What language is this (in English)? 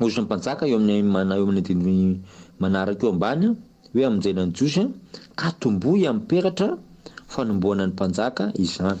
Malagasy